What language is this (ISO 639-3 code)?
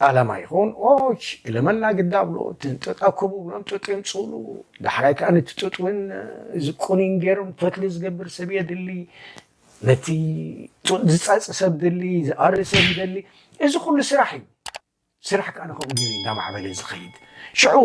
tir